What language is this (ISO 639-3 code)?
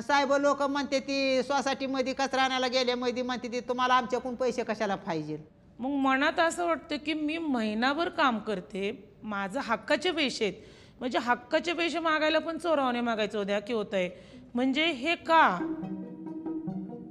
mar